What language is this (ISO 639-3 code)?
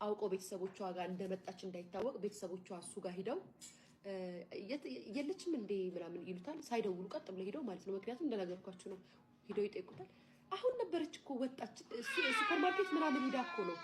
amh